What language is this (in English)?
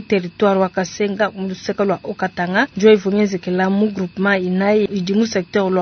Luba-Lulua